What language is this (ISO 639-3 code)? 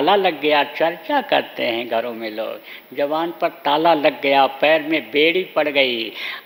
hin